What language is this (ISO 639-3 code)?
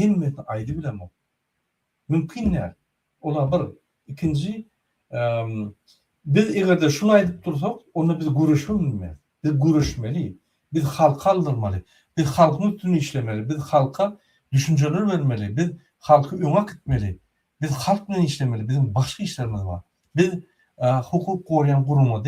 tuk